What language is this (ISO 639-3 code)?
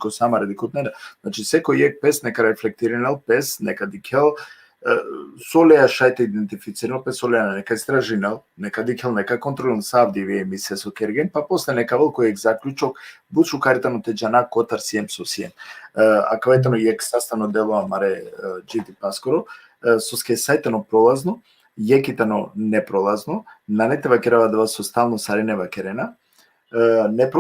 rmn